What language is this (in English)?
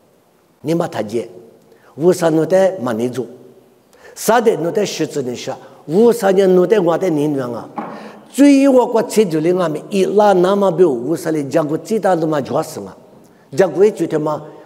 Lisu